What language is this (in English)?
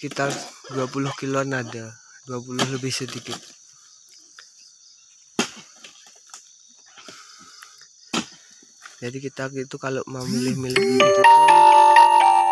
Indonesian